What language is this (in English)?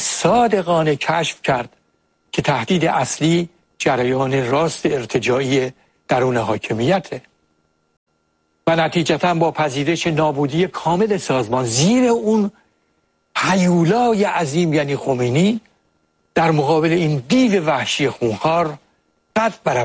Persian